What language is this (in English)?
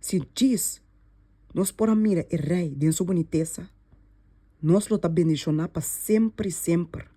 Papiamento